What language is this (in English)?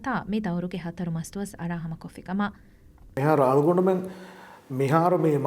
Divehi